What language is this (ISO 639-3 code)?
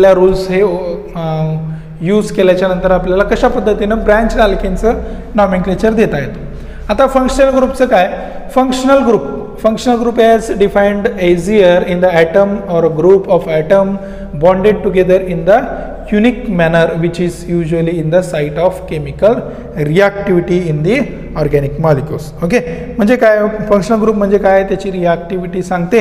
mar